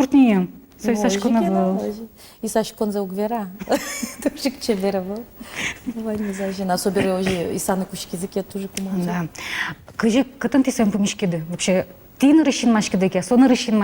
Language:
Udmurt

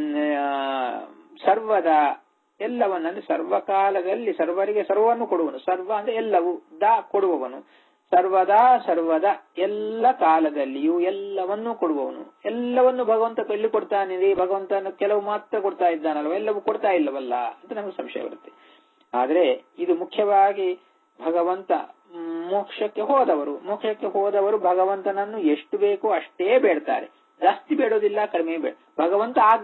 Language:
Kannada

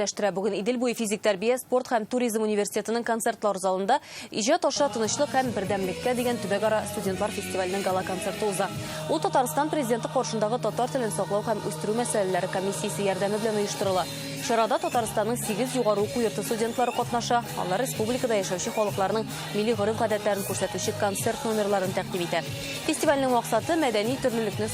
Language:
Tatar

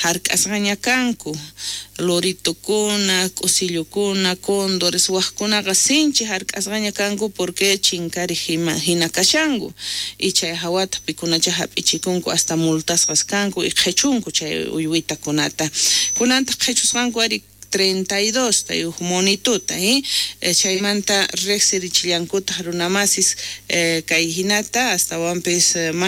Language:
South Bolivian Quechua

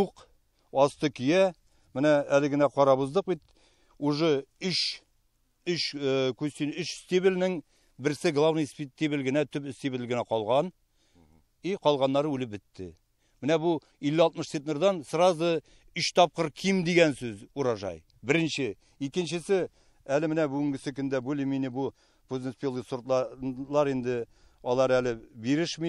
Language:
Tatar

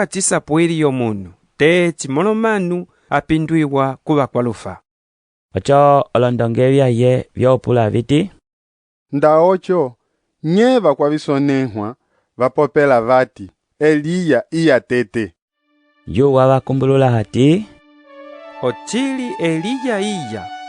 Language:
Umbundu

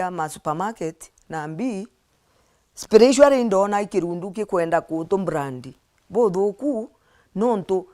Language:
Meru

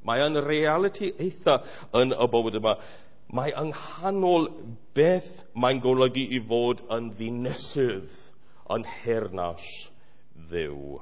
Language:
Welsh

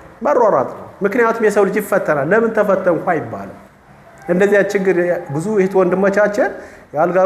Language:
Amharic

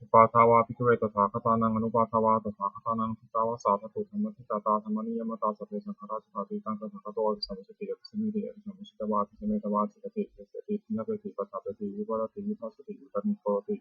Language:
Pali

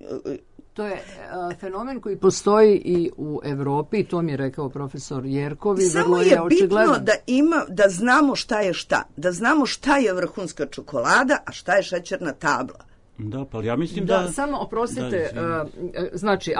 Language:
Serbian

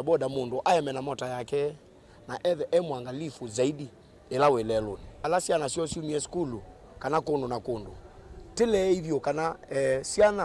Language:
Kamba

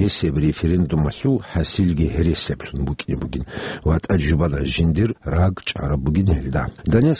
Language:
Avaric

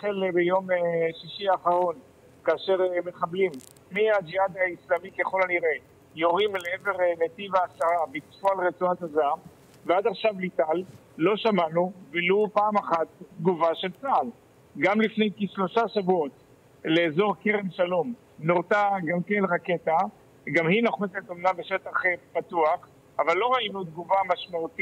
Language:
Hebrew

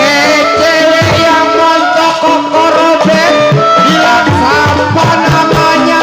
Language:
Betawi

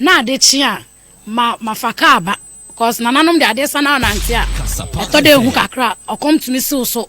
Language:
Akan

